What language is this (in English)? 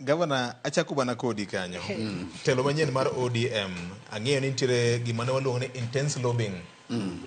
Luo (Kenya and Tanzania)